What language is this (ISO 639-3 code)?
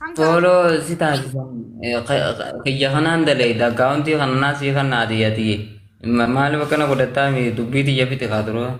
orm